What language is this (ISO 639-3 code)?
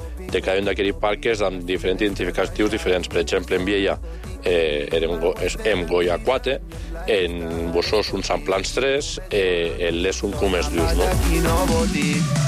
cat